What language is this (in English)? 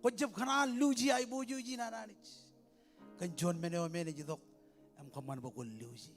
Marshallese